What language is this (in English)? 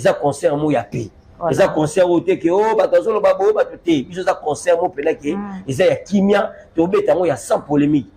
Lingala